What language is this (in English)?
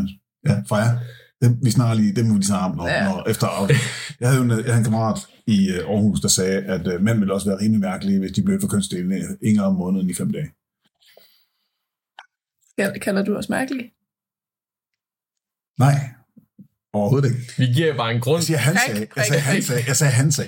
Danish